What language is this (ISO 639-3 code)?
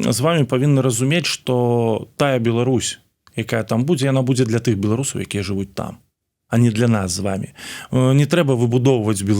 bel